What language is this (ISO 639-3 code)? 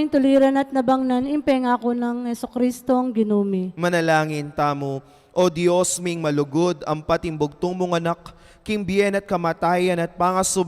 pam